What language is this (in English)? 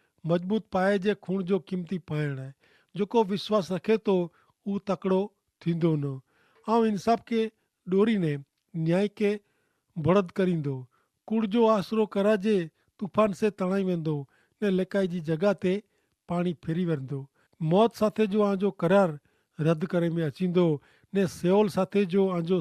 Kachhi